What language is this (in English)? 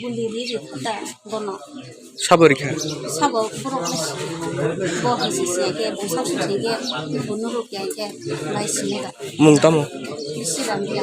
Kok Borok